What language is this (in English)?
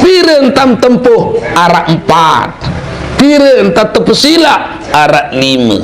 Sasak